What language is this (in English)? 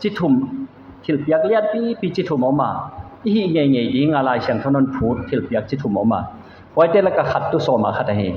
Paite Chin